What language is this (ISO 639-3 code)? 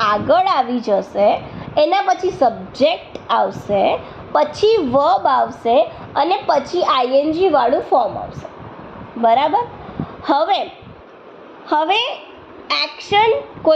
guj